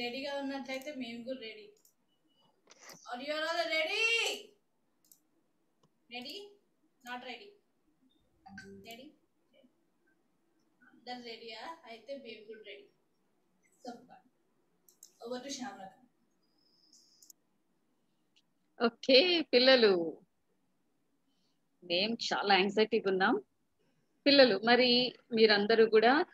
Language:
Telugu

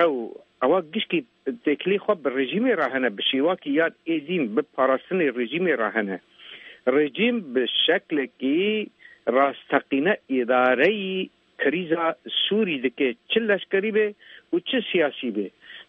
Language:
Kurdish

